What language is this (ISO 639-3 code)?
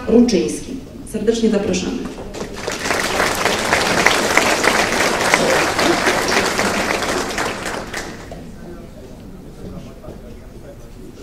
pol